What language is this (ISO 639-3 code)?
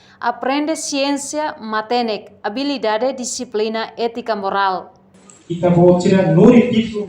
tet